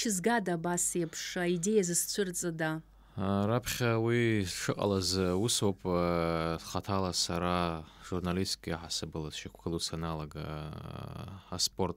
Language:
Abkhazian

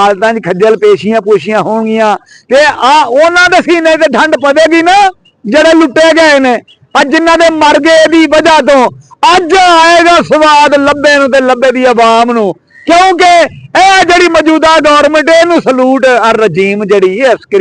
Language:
Western Panjabi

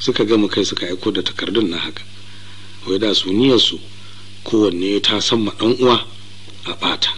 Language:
Hausa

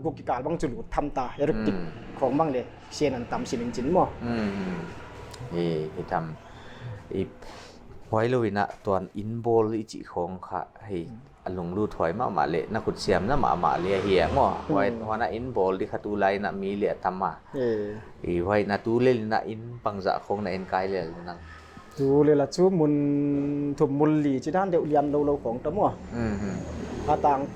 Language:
Paite Chin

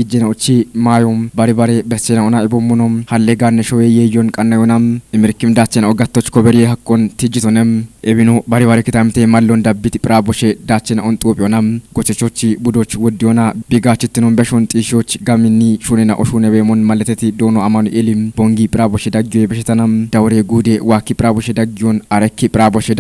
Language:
Kafa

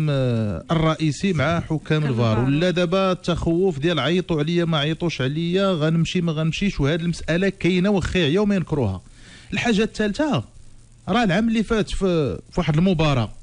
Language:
Moroccan Arabic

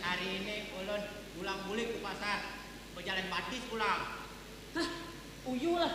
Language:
Banjar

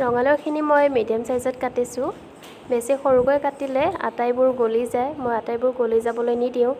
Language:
Assamese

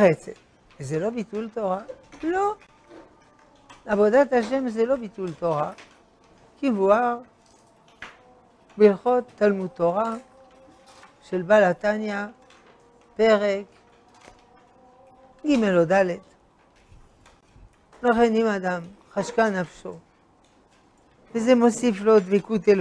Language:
Hebrew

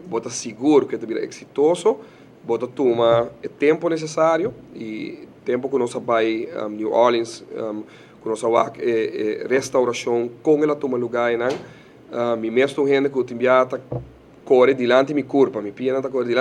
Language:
Papiamento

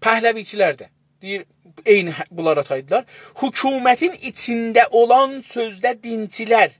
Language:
South Azerbaijani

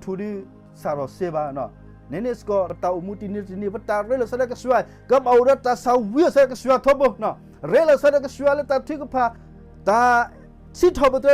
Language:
S'gaw Karen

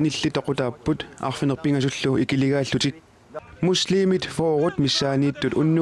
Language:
Kalaallisut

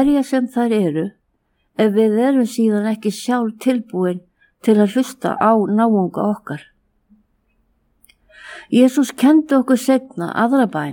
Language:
Icelandic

